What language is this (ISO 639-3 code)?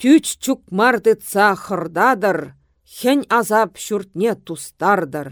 chv